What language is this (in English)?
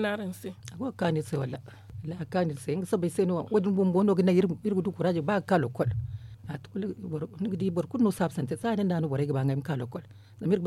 Zarma